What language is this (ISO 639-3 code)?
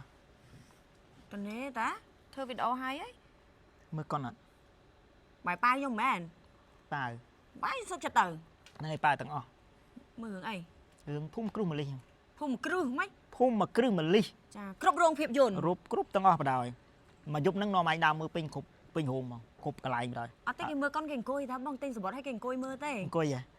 khm